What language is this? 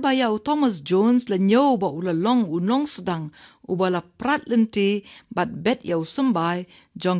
Khasi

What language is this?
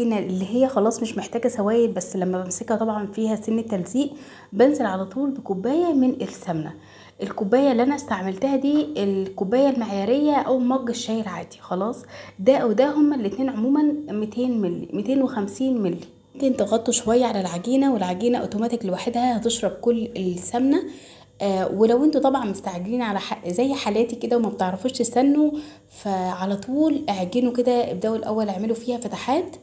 Egyptian Arabic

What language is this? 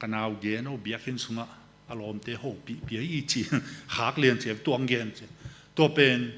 Tedim Chin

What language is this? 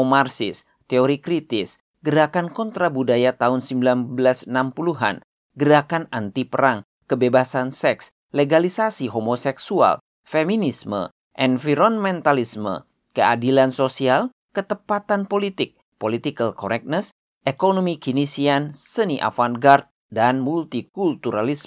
Indonesian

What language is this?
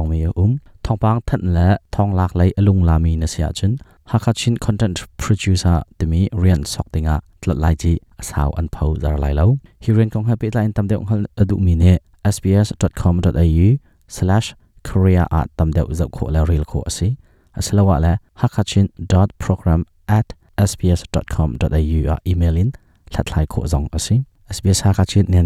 Hakha Chin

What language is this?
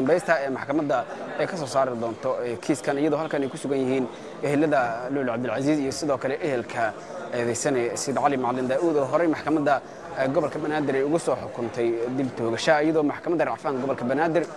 Somali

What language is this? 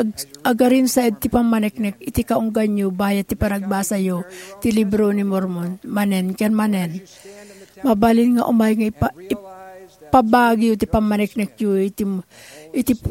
Iloko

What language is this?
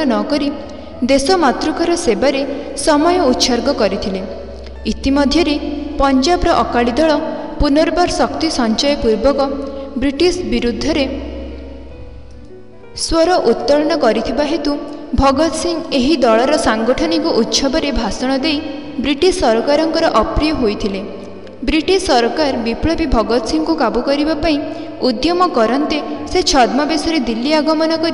Odia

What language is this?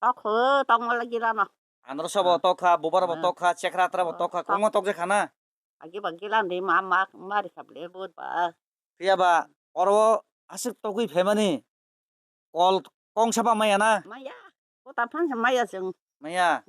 Kok Borok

